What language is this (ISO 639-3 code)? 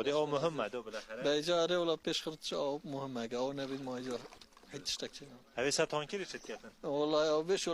kur